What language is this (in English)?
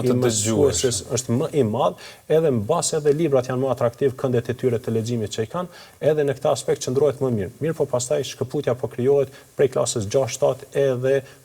Albanian